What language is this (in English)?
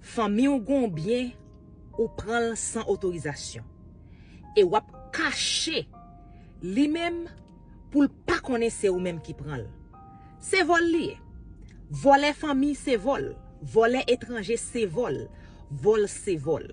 Haitian Creole